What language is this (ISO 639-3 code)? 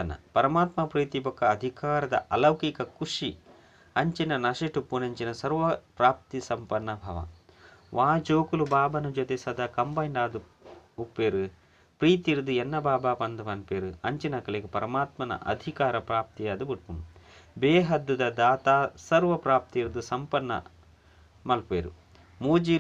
tcy